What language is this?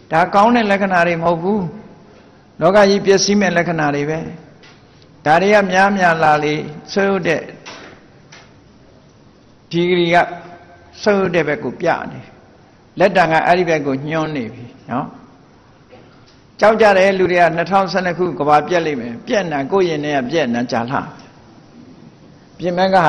Burmese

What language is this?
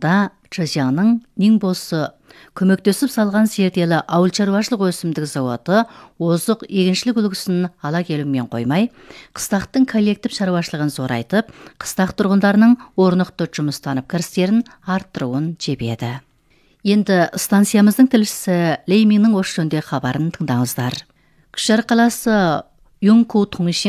Kazakh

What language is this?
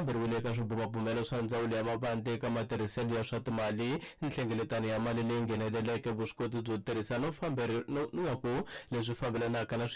Tsonga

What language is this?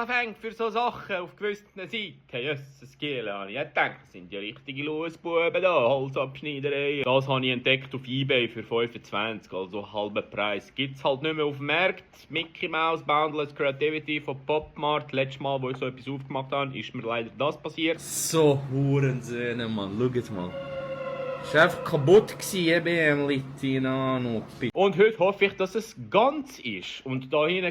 Swiss German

